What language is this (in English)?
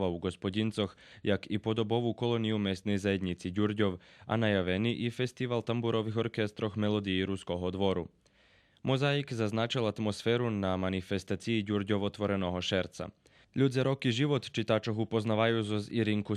Rusyn